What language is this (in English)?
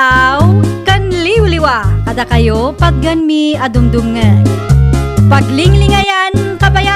Iloko